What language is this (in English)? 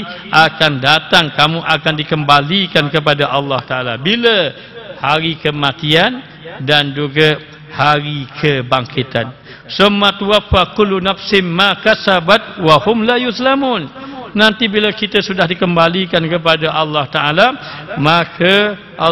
Malay